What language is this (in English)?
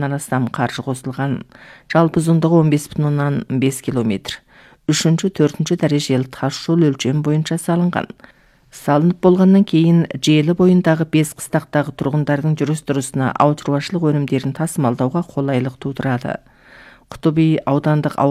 Kazakh